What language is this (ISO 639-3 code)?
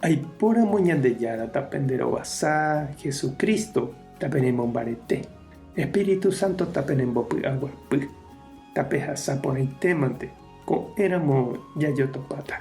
grn